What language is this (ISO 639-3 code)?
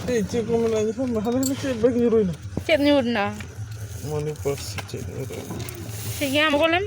sat